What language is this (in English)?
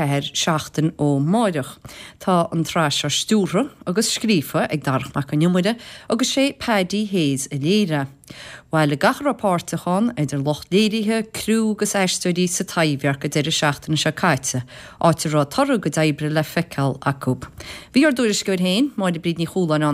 Irish